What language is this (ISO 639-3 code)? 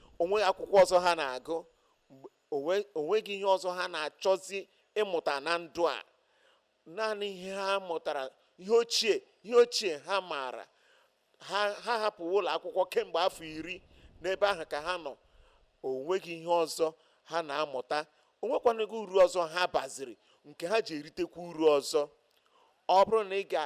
ibo